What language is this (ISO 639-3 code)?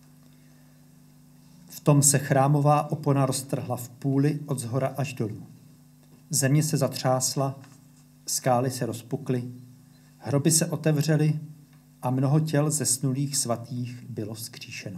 ces